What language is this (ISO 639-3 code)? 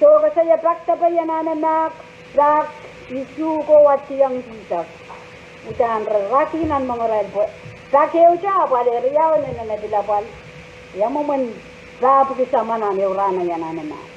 pon